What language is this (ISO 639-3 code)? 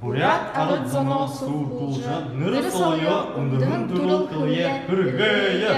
bua